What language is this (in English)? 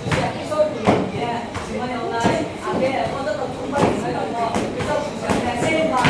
Riang (India)